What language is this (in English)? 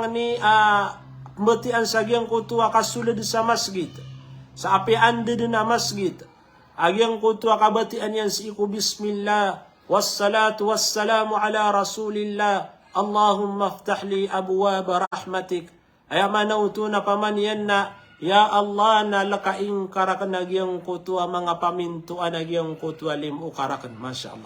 Maranao